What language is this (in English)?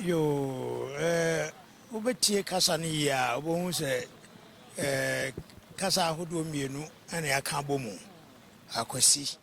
Akan